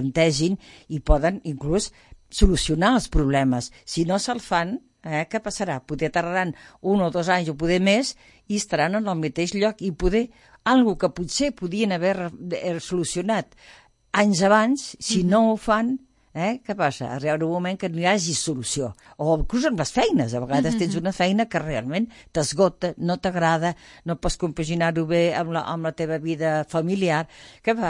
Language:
Catalan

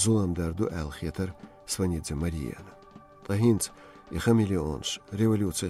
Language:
Chechen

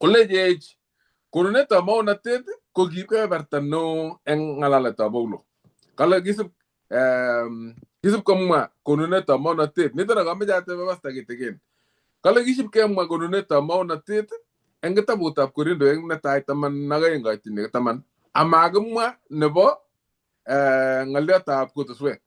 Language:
Kalenjin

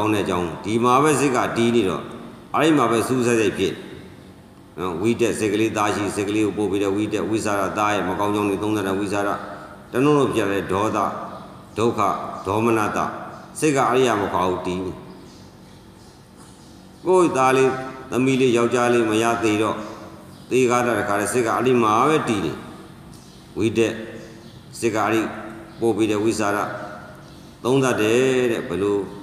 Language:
Burmese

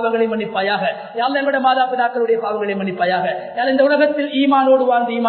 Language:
Tamil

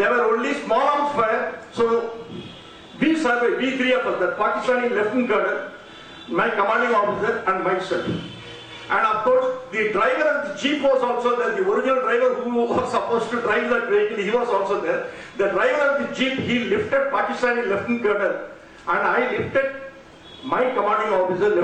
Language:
English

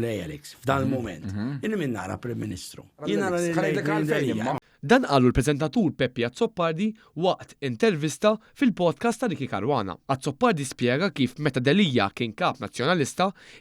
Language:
Maltese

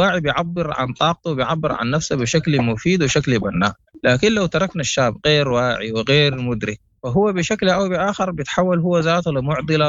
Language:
Sudanese Arabic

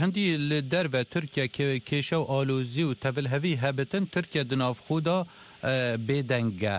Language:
Kurdish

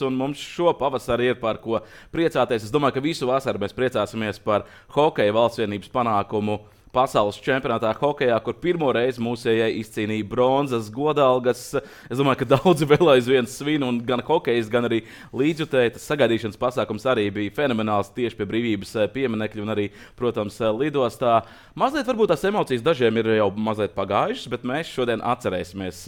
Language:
Latvian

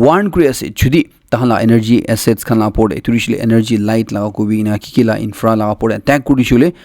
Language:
Naga Pidgin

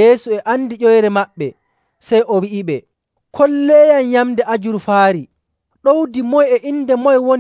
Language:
Nigerian Fulfulde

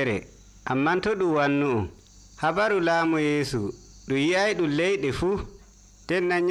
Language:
Nigerian Fulfulde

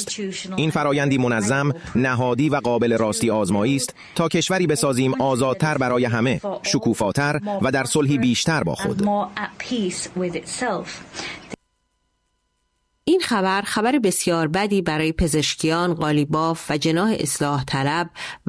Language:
Persian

